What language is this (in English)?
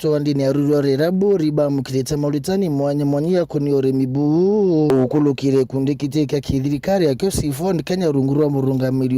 Meru